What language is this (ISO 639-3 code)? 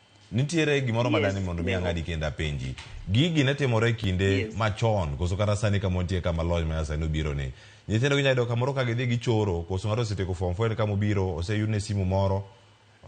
luo